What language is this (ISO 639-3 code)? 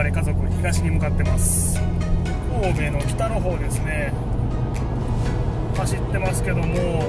jpn